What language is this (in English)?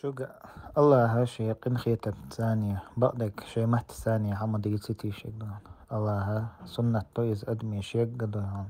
Chechen